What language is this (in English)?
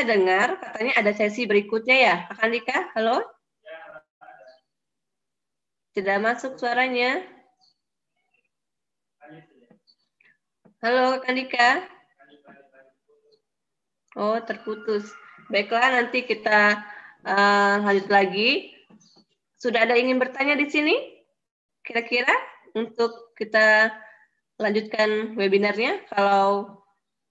Indonesian